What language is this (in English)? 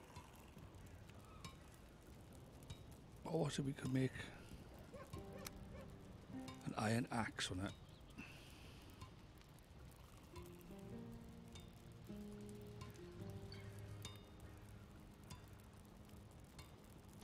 English